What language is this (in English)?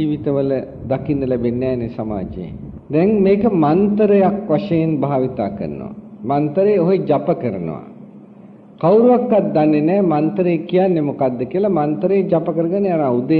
Sinhala